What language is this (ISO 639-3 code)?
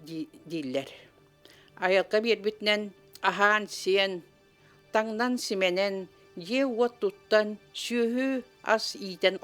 sah